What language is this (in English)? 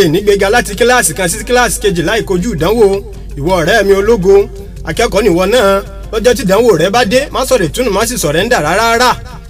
Yoruba